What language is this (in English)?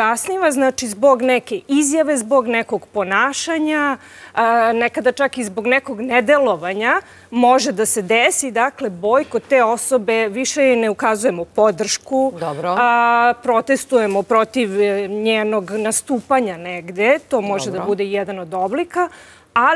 Serbian